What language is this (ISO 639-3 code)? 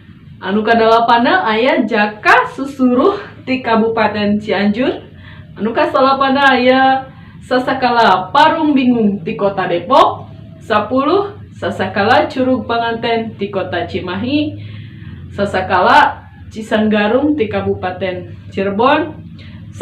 sun